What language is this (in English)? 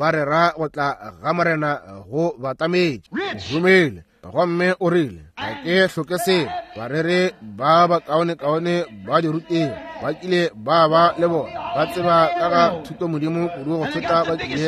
Northern Sotho